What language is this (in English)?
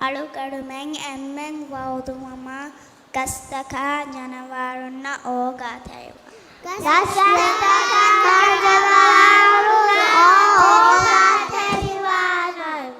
Divehi